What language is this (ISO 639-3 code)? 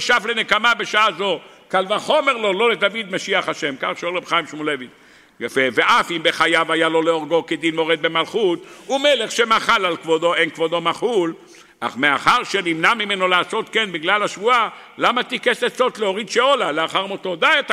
heb